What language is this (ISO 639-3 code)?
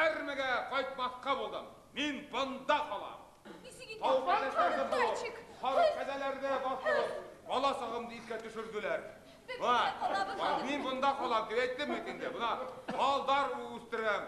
bak